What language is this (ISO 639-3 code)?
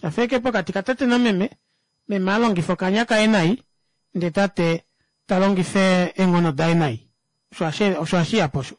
kua